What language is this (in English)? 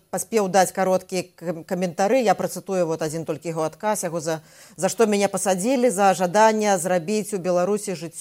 Belarusian